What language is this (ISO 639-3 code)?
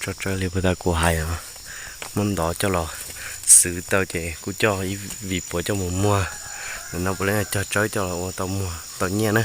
hmn